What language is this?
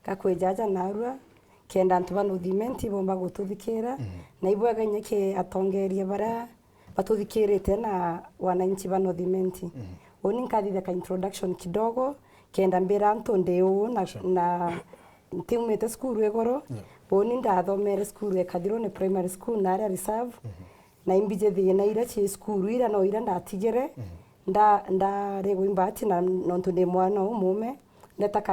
Meru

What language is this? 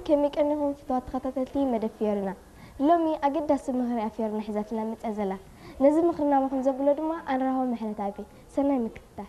Tigrinya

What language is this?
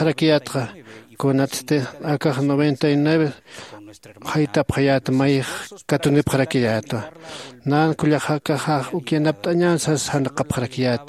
Aymara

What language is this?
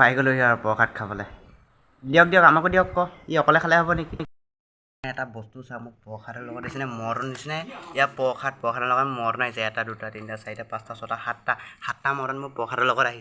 Assamese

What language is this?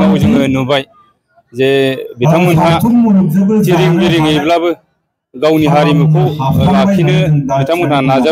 Bodo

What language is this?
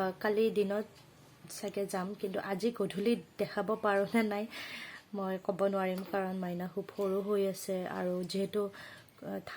Assamese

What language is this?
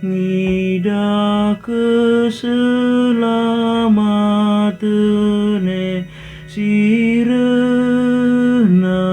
Batak Karo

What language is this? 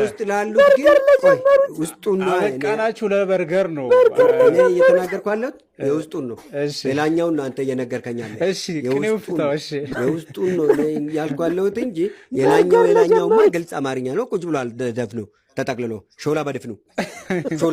Amharic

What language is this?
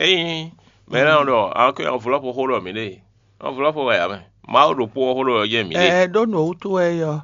Fon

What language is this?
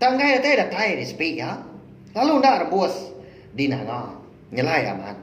Iban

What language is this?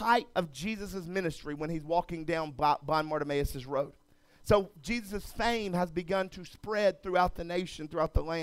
English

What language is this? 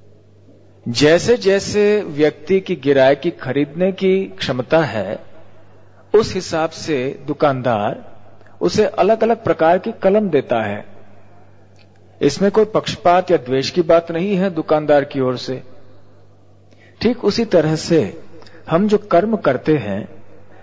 Hindi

